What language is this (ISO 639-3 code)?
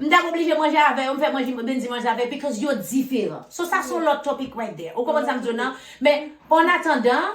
hat